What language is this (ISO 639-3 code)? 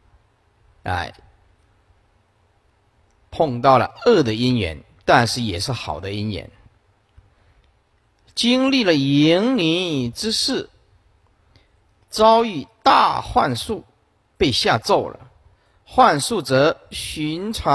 zho